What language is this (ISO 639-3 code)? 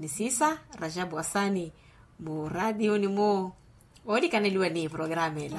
vmw